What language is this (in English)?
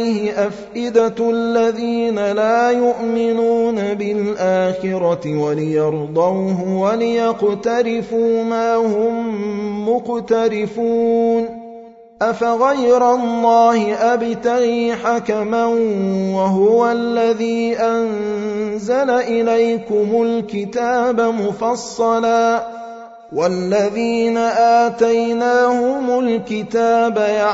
Arabic